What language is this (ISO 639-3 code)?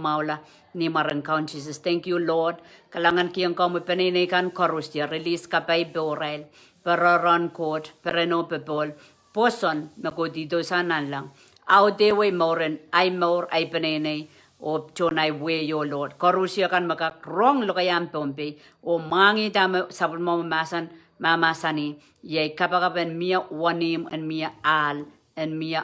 pon